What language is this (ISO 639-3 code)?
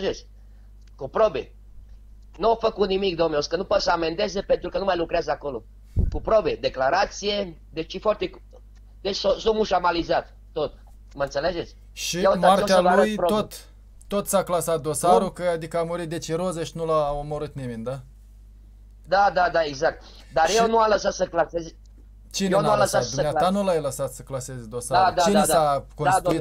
ron